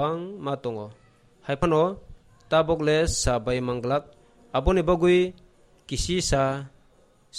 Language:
Kok Borok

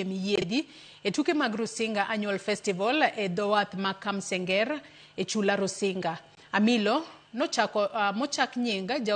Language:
Luo (Kenya and Tanzania)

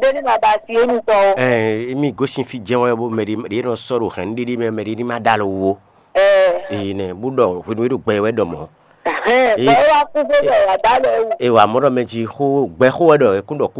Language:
Fon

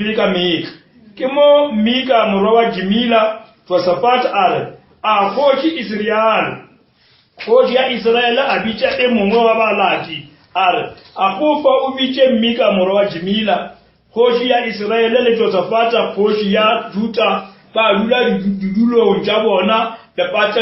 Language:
Northern Sotho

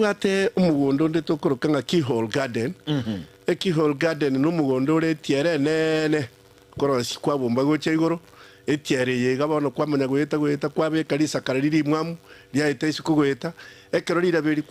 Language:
Gusii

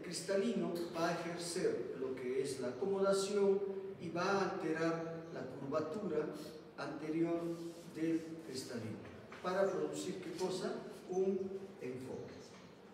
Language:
Spanish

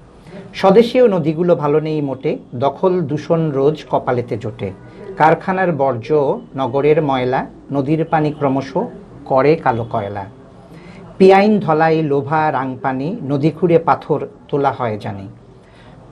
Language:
Sylheti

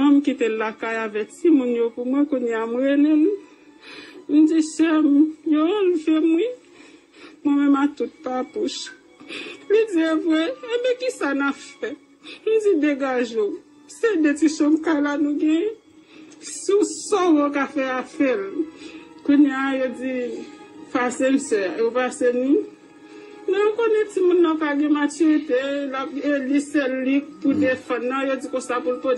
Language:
Haitian Creole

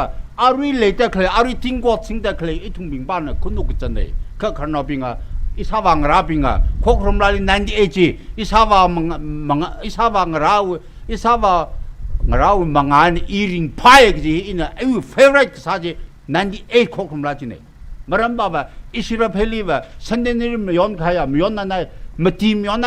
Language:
Tangkhul Naga (India)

